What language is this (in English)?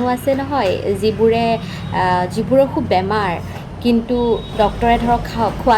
Assamese